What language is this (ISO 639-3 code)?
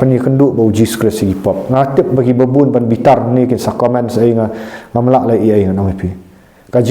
kha